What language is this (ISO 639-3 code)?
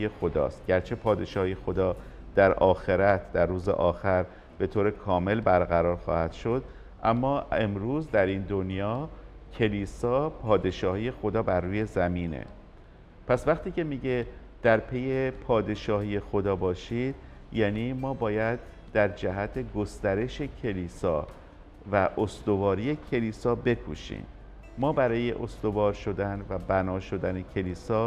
fas